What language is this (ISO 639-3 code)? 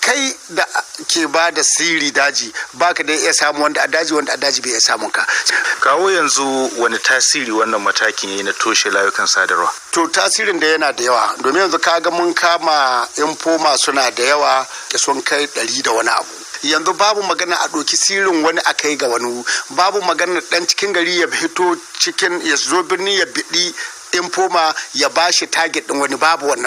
hau